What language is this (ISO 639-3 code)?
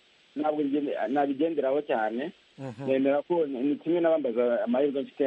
kin